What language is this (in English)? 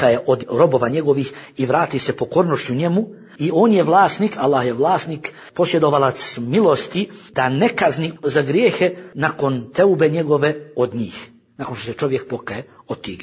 Bosnian